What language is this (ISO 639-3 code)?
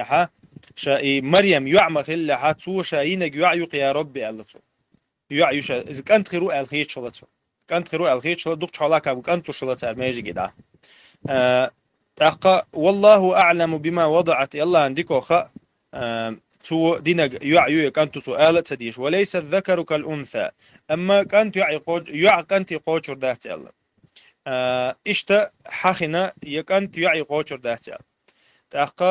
che